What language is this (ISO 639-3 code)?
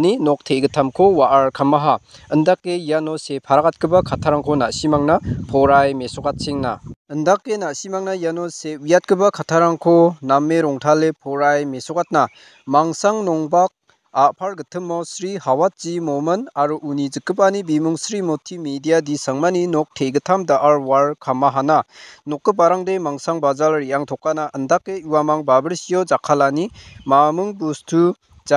grt